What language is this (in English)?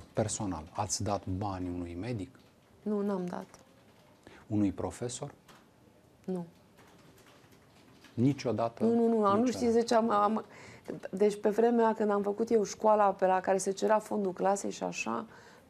Romanian